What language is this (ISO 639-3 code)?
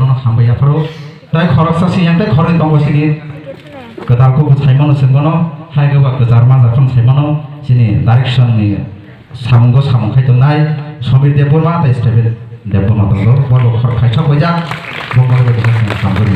trp